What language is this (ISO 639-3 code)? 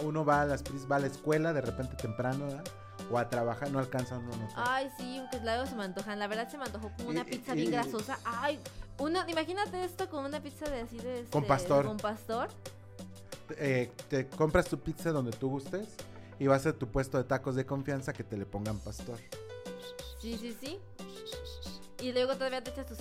spa